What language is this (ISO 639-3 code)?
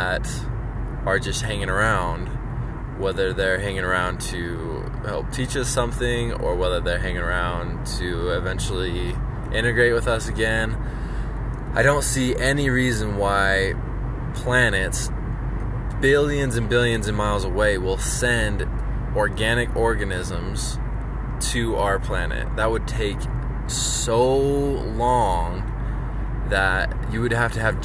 eng